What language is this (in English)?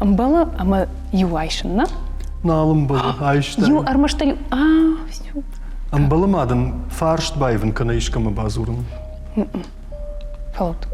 Ossetic